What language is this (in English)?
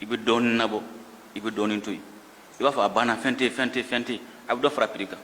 Bambara